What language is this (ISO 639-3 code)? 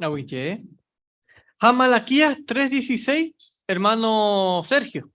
grn